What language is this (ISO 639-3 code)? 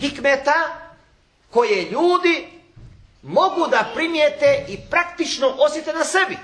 bos